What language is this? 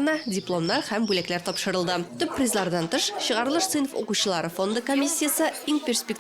Tatar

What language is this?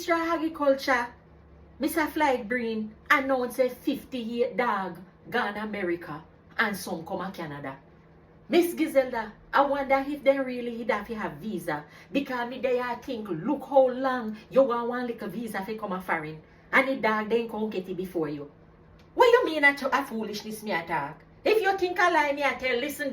Jamaican Creole English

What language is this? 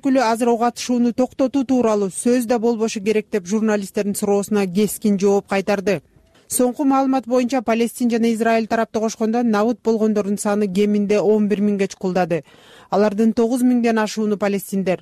Kyrgyz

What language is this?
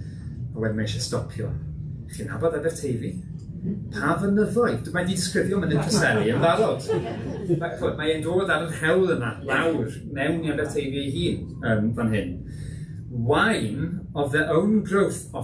Welsh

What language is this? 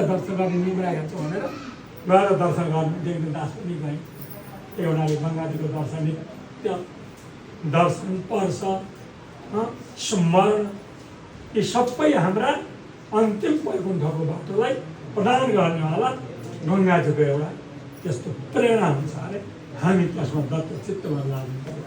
Nepali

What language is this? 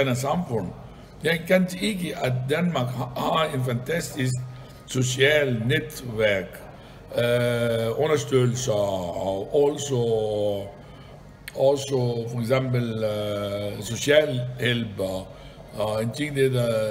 Danish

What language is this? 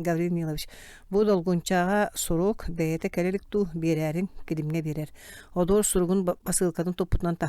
Yakut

